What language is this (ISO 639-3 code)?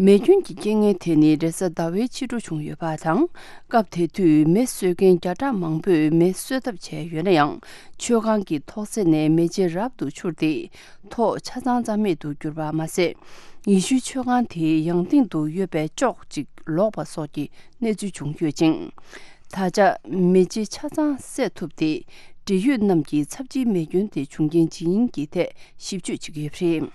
bod